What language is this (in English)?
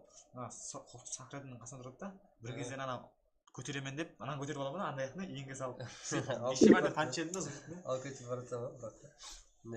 Kara-Kalpak